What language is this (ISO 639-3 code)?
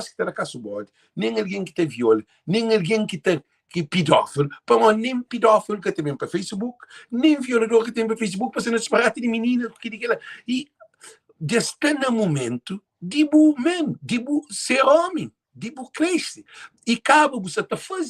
kea